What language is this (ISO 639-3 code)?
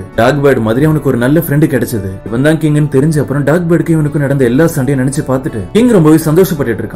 tam